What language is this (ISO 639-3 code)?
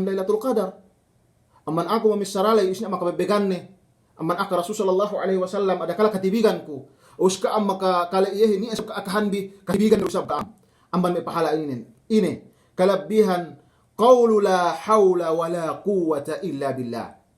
yka